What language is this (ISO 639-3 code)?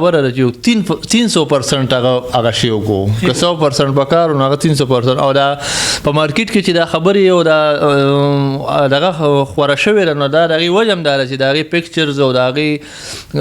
pus